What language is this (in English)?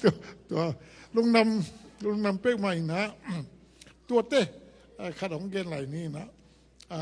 Tedim Chin